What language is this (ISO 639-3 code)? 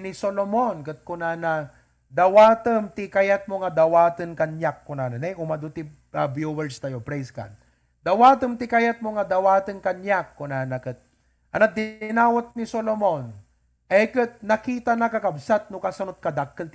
ilo